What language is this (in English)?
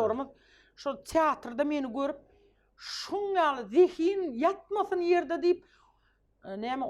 Turkmen